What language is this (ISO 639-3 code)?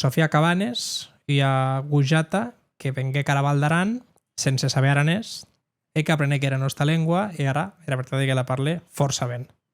oci